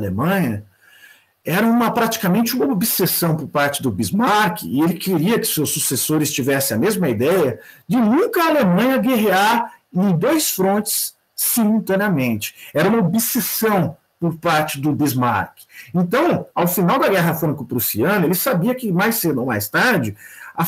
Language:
Portuguese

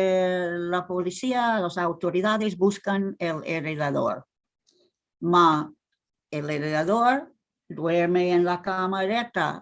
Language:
Ladino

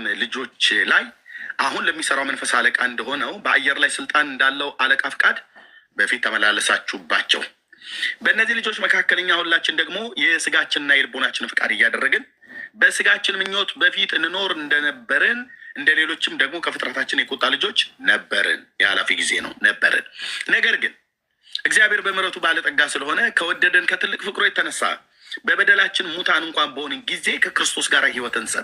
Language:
Amharic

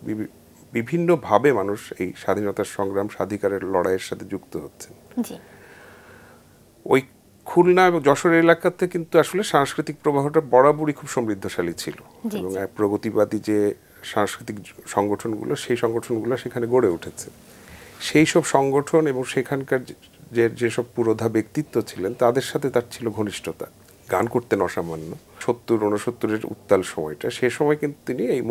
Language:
Bangla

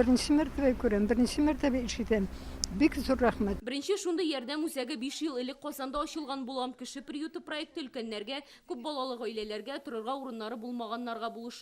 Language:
Tatar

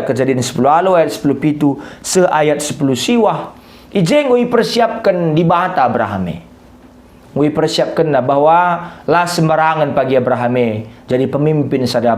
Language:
Batak Karo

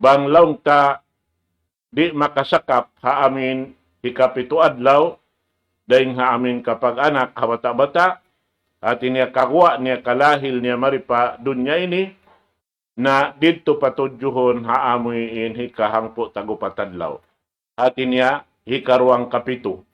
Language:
Tausug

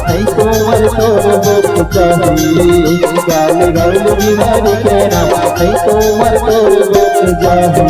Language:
Chhattisgarhi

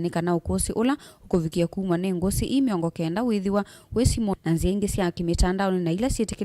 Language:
Kamba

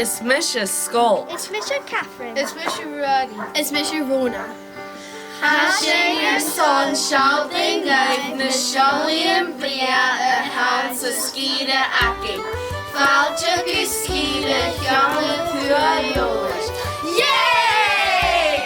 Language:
Scottish Gaelic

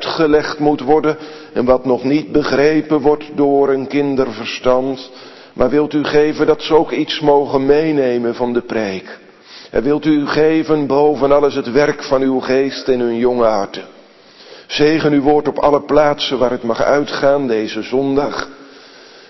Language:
Dutch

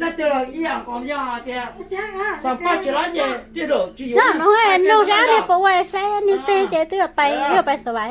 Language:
Hmong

